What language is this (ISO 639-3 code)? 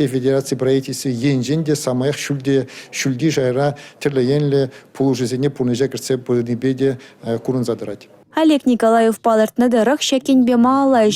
chv